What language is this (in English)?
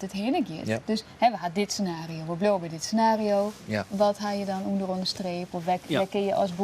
Western Frisian